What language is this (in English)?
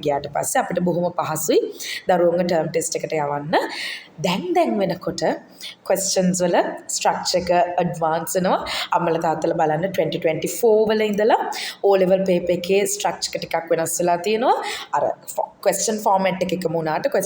Sinhala